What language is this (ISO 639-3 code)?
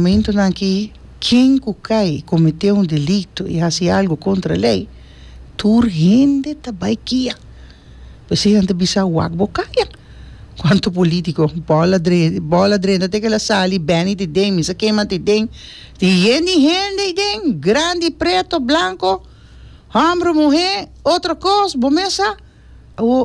pap